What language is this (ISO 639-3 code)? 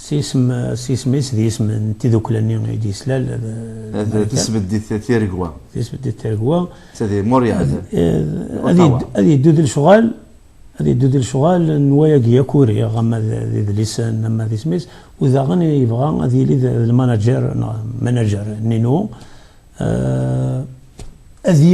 kab